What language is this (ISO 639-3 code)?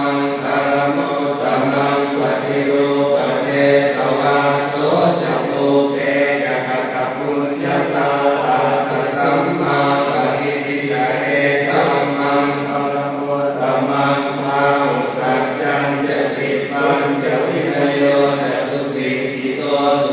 pli